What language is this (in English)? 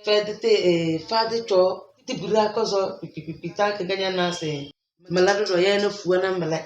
Tem